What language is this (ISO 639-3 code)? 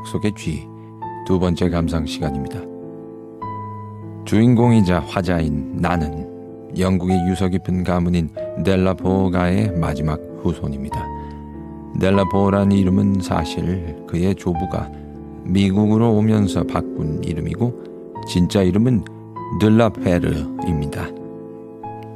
kor